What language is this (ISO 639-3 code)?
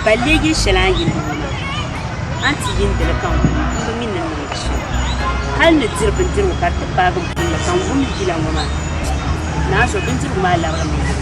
dag